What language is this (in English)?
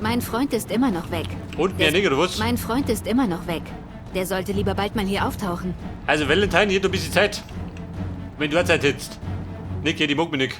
Bavarian